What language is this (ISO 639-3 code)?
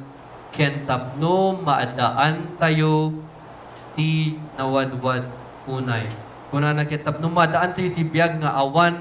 ilo